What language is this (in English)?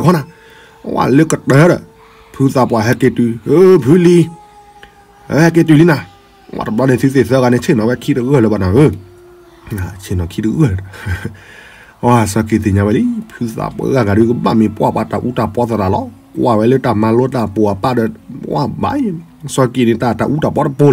S'gaw Karen